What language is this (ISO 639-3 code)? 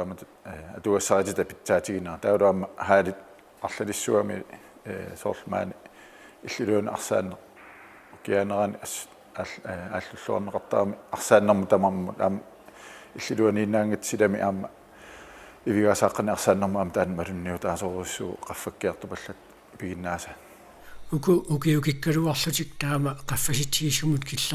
kal